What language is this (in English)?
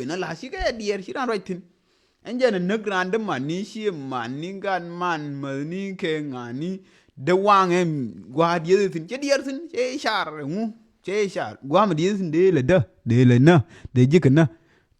Nuer